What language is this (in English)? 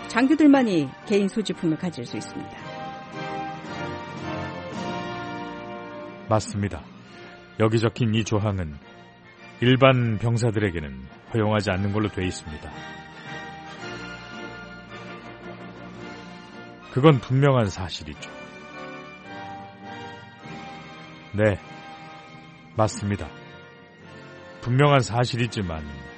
Korean